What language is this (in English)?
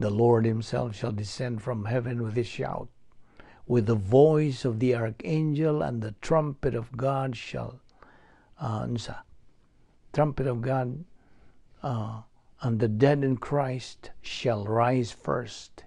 Cebuano